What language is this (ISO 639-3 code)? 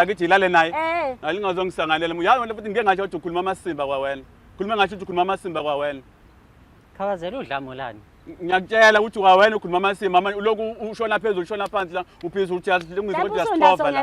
zul